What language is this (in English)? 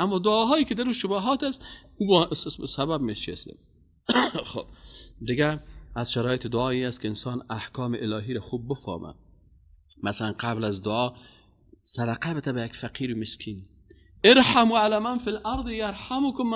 Persian